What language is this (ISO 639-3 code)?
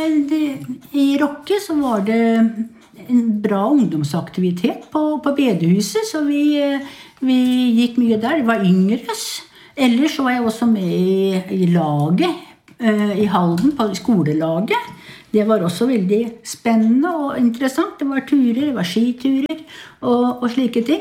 nor